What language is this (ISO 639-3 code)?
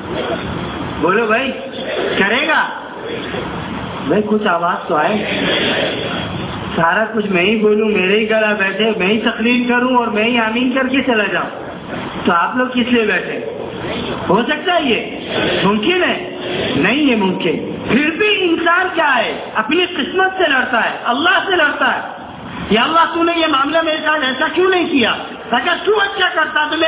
urd